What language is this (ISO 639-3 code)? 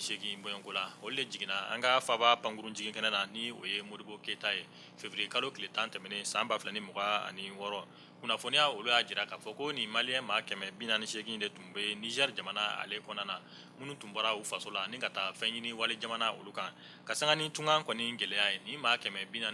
bam